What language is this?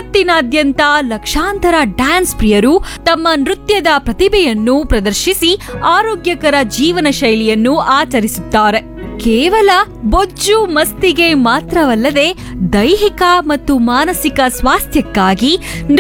Kannada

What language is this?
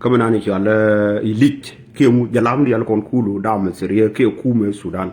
Nuer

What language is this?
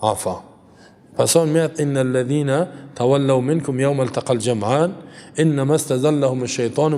Tajik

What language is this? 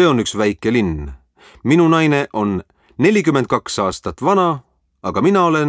Estonian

